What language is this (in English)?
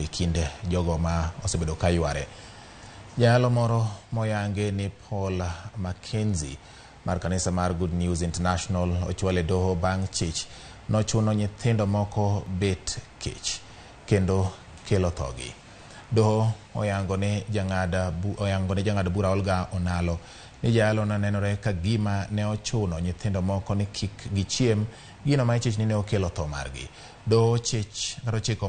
Luo (Kenya and Tanzania)